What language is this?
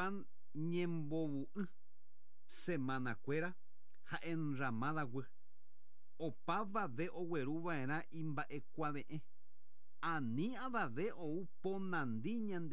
Guarani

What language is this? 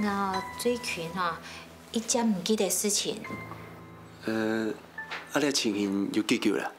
Hakka Chinese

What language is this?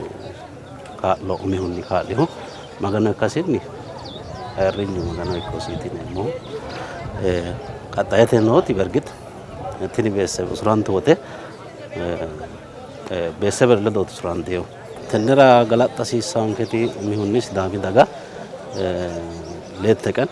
Sidamo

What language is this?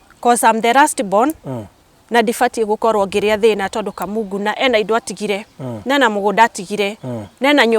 Kikuyu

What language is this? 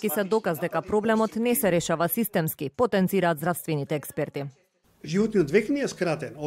Macedonian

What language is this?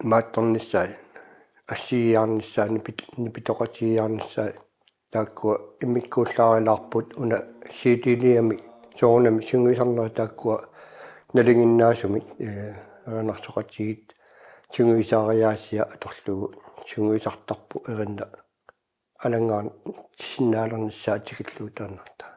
Kalaallisut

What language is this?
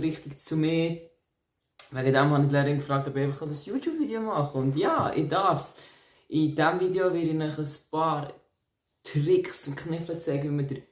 Swiss German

